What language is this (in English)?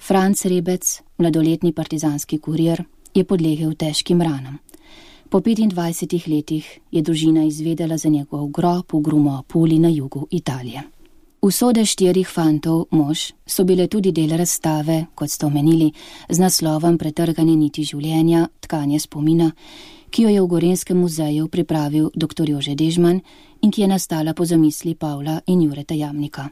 Slovenian